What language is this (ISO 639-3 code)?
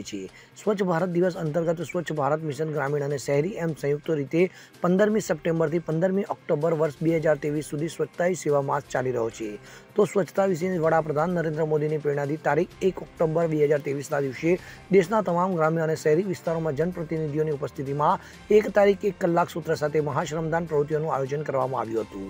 guj